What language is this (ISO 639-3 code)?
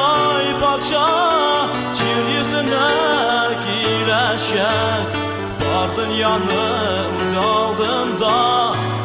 tat